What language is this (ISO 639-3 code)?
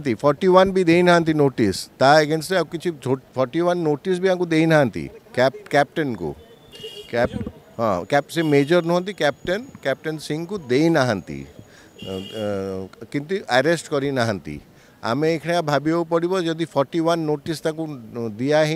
ori